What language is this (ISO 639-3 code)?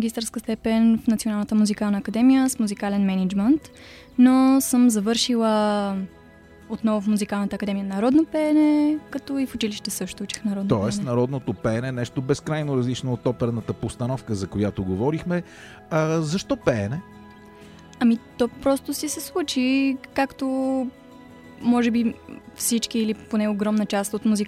bul